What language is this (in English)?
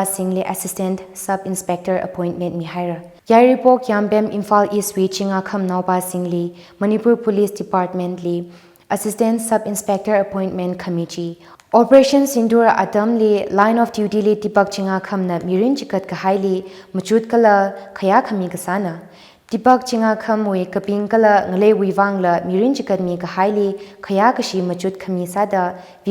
Tangkhul Naga (India)